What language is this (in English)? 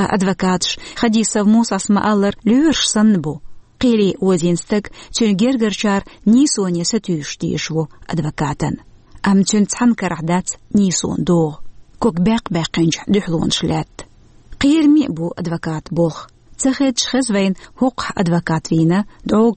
Chechen